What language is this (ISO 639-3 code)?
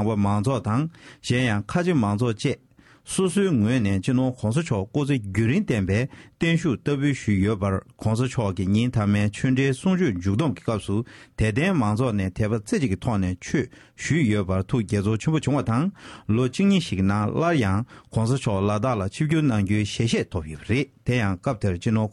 bod